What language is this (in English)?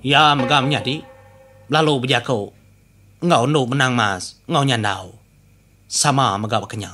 Iban